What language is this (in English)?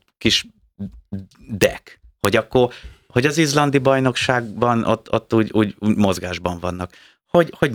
Hungarian